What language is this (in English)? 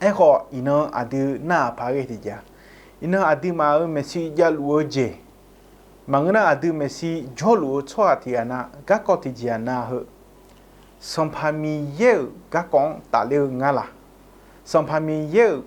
Akha